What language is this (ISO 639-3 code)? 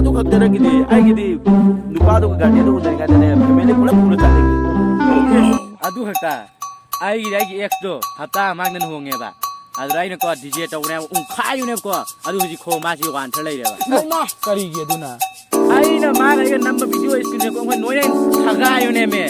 mni